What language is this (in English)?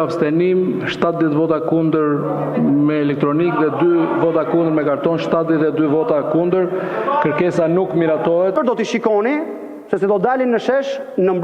Albanian